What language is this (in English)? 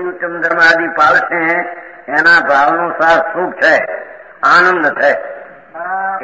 Gujarati